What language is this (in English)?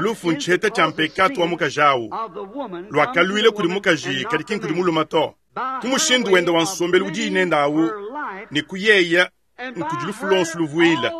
Luba-Lulua